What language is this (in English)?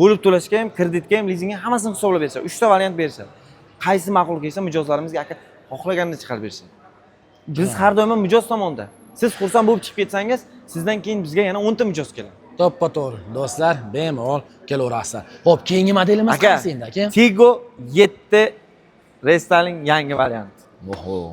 Uzbek